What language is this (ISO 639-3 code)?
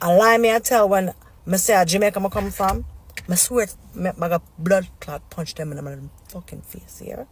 jam